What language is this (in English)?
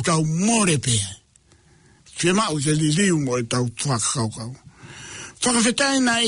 Tongan